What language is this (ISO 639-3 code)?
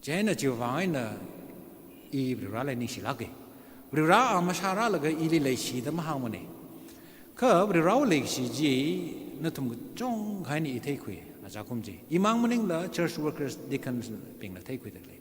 nmf